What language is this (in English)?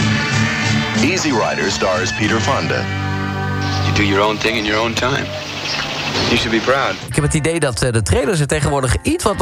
Dutch